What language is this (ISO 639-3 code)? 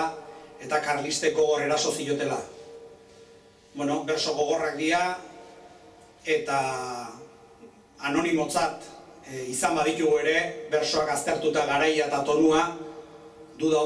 eus